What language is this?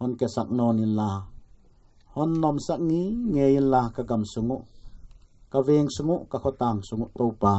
Paite Chin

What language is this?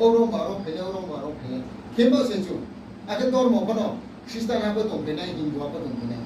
Riang (India)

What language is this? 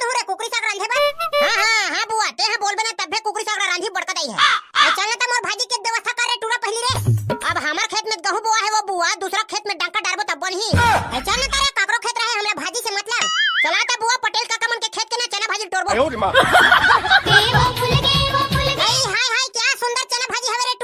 Chhattisgarhi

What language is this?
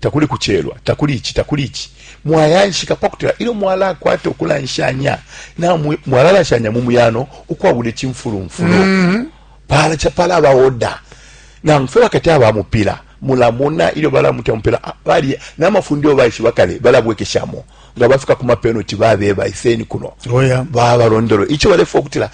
Bemba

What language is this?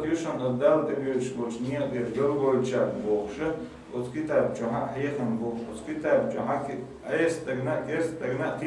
Chechen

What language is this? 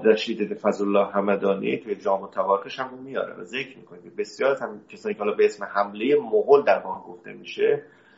Persian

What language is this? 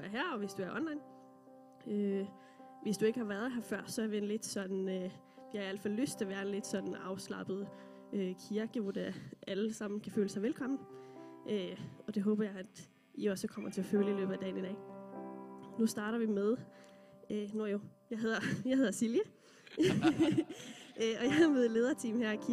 Danish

